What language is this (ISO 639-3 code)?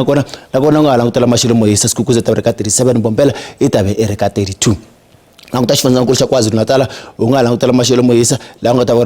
tso